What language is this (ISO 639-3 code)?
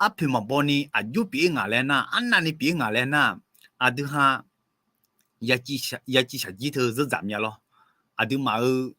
ahk